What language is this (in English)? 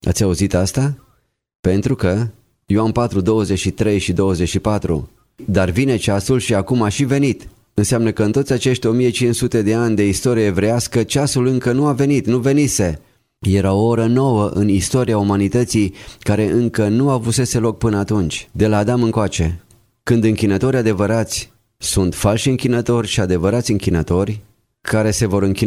Romanian